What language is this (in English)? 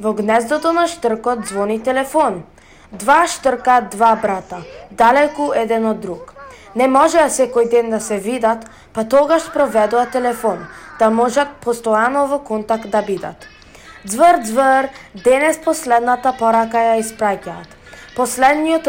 Macedonian